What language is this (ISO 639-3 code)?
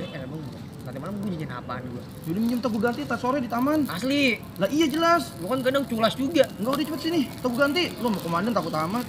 bew